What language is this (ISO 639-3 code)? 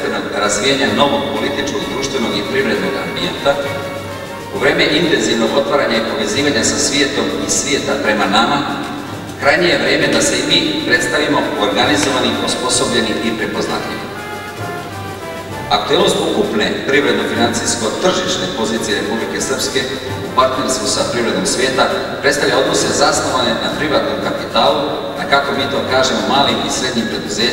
srp